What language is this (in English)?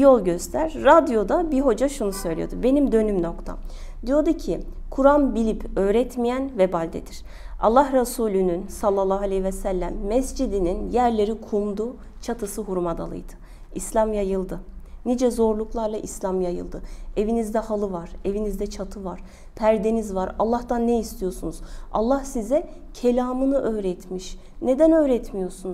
Turkish